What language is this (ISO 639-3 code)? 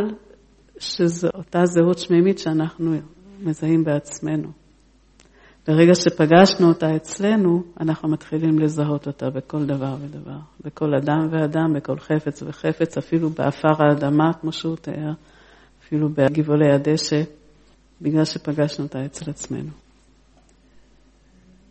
heb